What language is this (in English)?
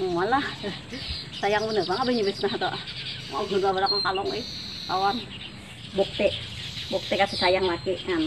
Banjar